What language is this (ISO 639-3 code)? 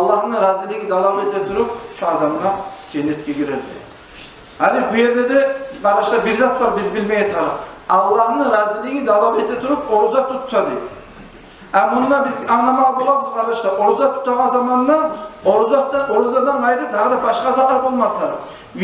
kum